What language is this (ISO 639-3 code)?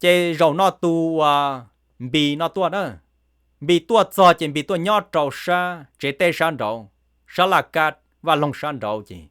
hmn